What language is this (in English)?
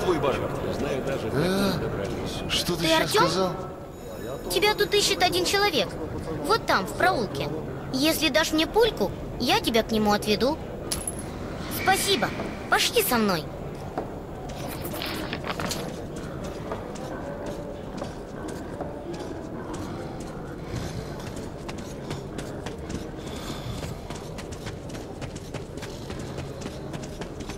Russian